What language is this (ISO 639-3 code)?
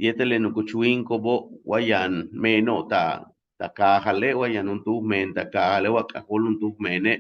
yua